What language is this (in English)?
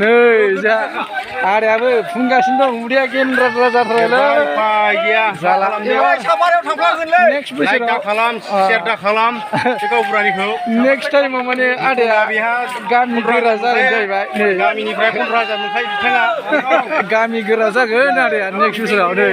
Bodo